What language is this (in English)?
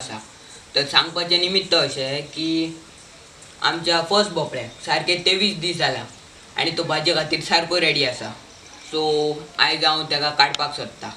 Konkani